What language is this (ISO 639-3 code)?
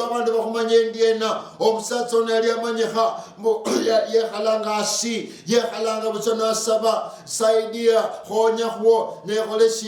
luy